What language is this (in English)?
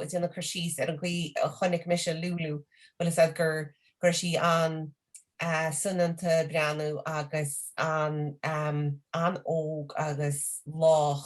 Irish